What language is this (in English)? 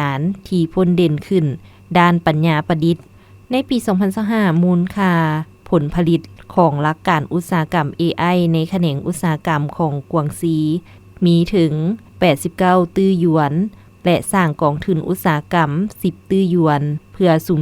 Lao